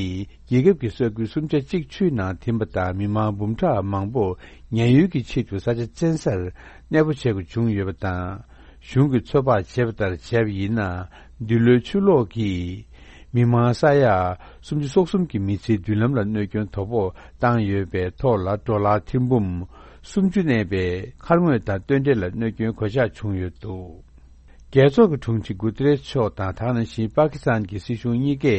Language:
Tibetan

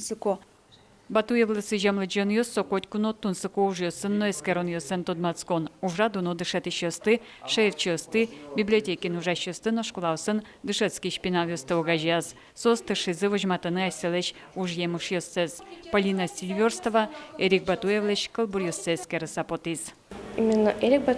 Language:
Udmurt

